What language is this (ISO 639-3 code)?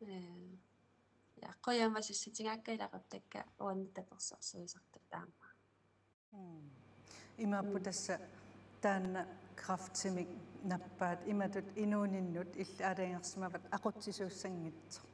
kal